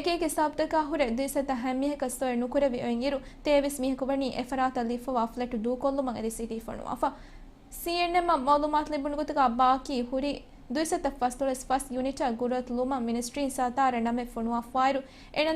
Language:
Divehi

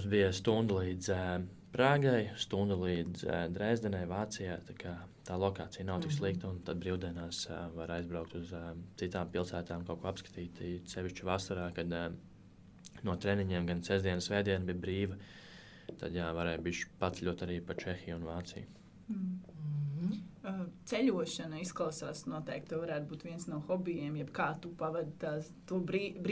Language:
Latvian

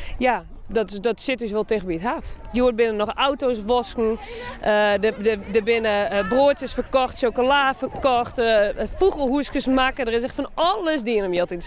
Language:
Western Frisian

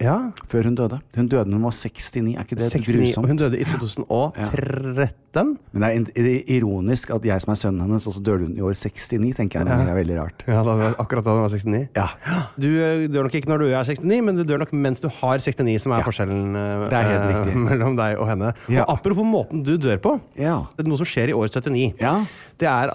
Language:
Norwegian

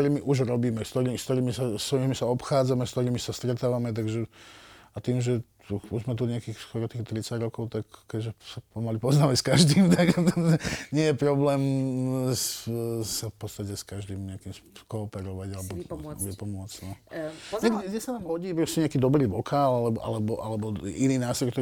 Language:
Slovak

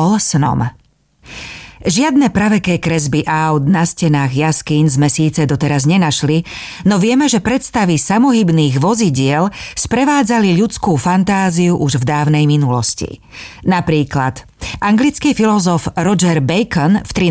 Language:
Slovak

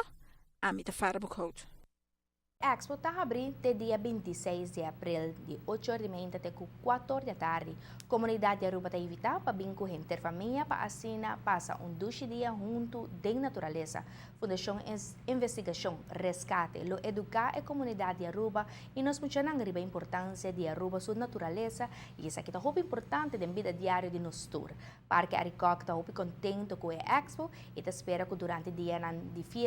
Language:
Papiamento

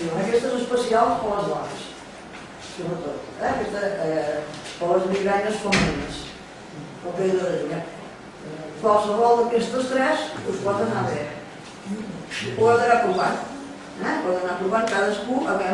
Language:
Catalan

